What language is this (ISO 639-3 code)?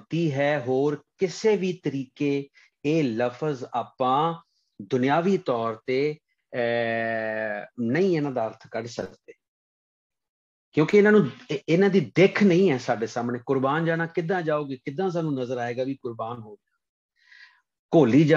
pan